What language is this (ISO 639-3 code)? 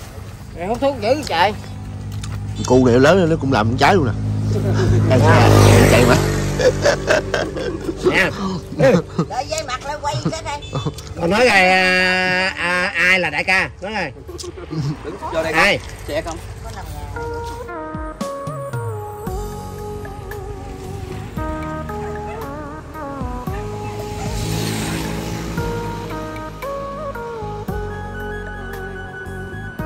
vie